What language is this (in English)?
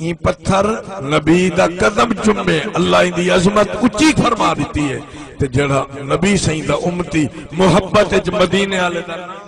Saraiki